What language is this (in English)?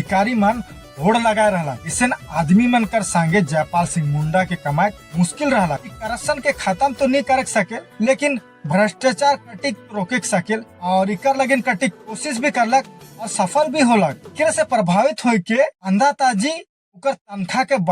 Sadri